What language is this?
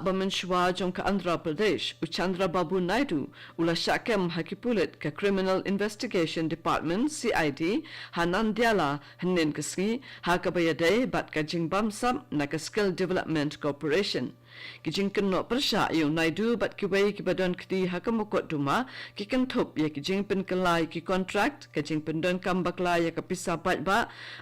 Khasi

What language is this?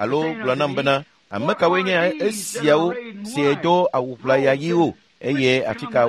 Ewe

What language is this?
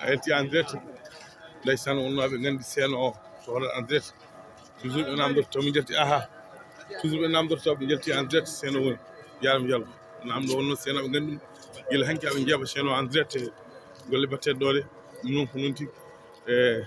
Fula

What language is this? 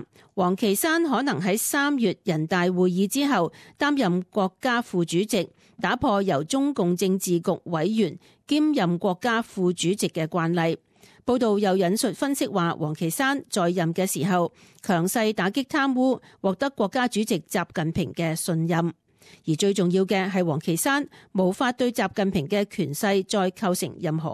Cantonese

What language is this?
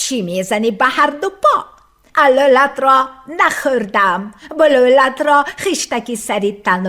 Tajik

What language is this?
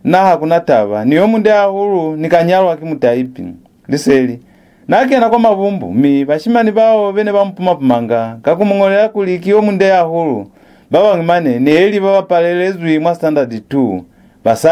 Lozi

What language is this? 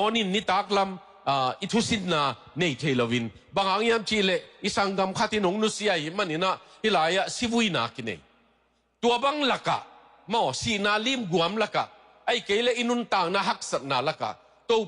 Tedim Chin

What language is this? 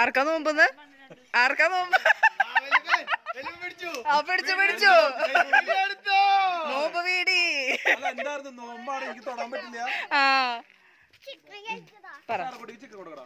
Malayalam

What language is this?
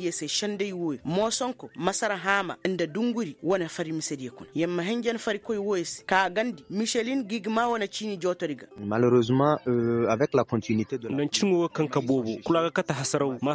Koyraboro Senni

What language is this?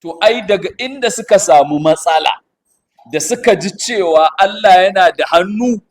Hausa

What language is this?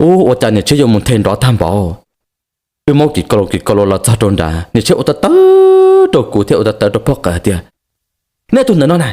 Hmong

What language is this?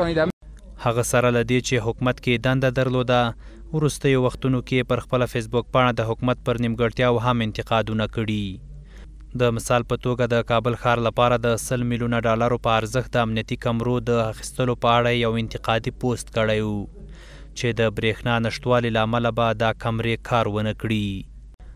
Pashto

